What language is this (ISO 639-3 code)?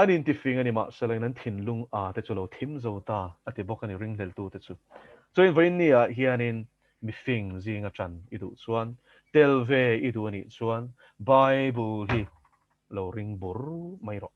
lus